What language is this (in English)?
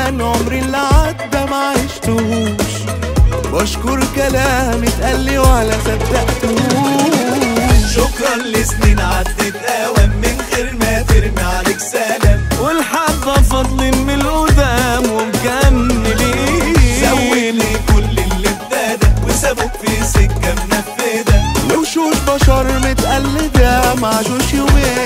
Egyptian Arabic